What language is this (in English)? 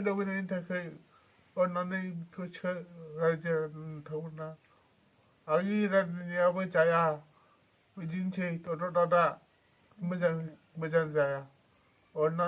Bodo